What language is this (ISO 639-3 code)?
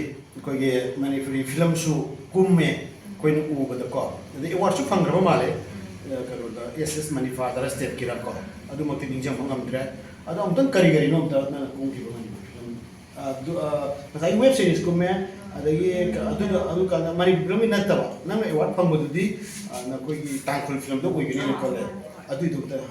mni